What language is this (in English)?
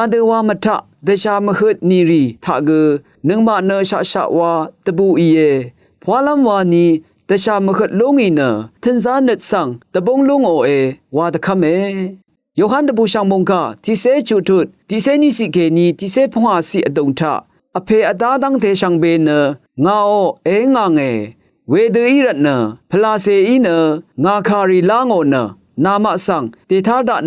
Rawang